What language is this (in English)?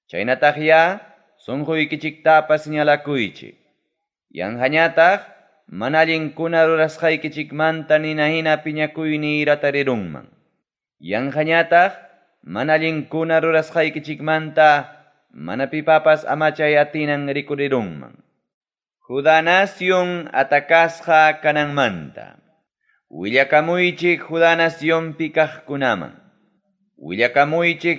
Ayacucho Quechua